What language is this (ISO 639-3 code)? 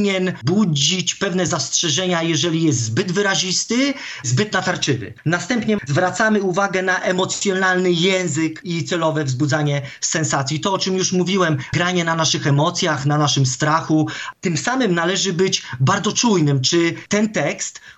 pol